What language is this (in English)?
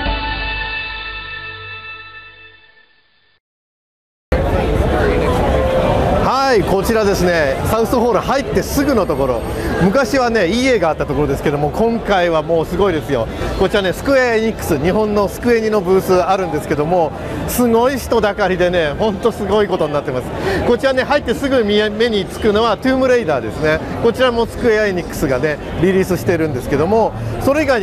Japanese